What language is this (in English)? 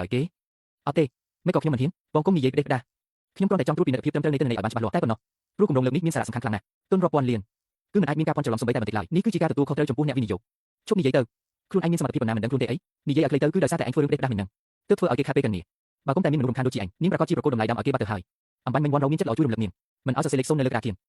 Khmer